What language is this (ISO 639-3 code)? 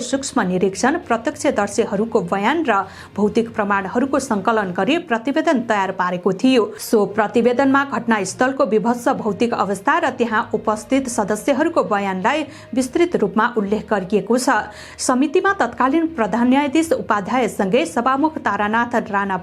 nep